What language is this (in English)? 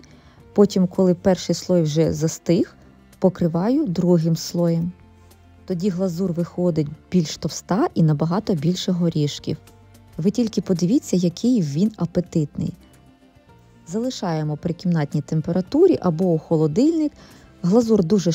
Ukrainian